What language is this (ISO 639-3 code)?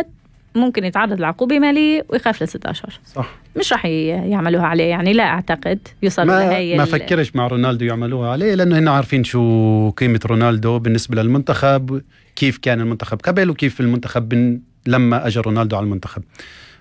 apc